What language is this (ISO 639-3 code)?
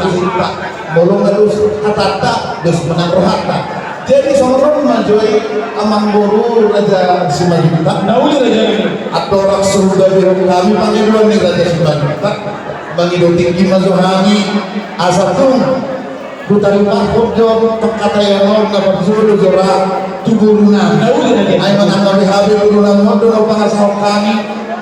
bbc